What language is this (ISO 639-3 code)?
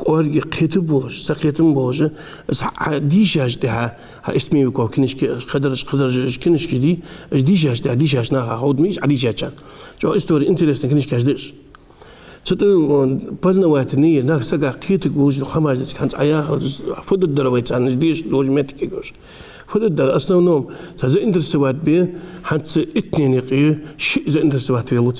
inh